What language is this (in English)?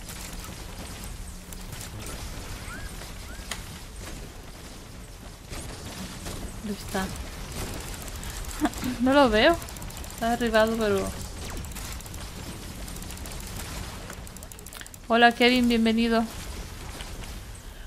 Spanish